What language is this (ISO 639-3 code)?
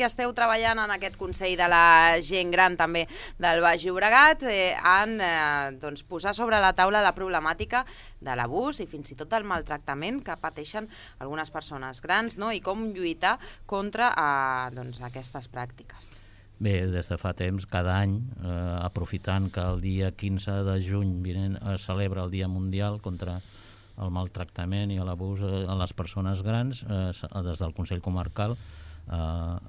cat